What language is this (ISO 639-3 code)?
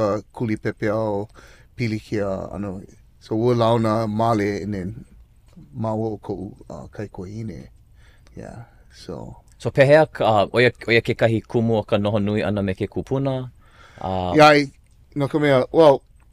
haw